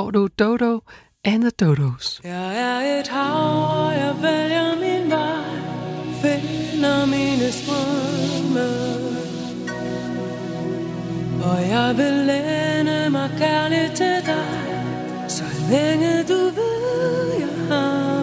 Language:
Danish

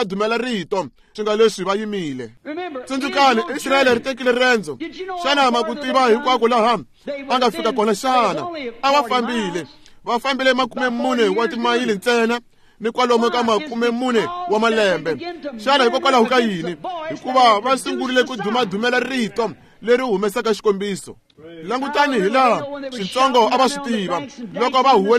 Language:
Tsonga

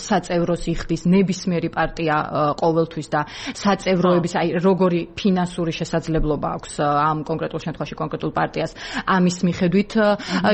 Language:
Georgian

